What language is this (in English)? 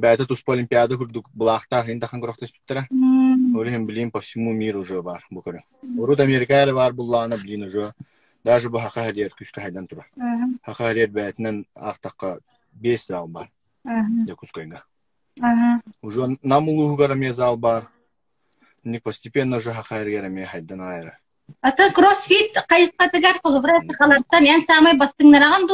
Yakut